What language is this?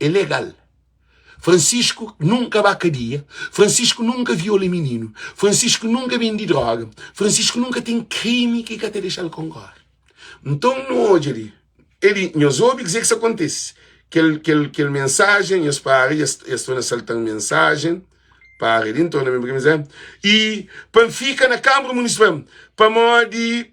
Kabuverdianu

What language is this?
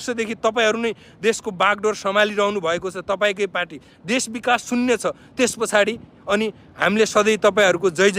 Nepali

